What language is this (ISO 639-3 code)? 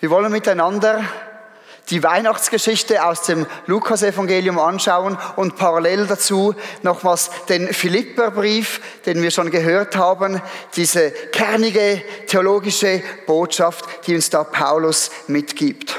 gsw